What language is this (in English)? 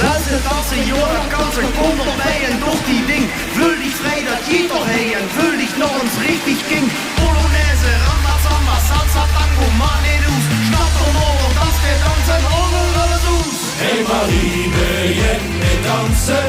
Limburgish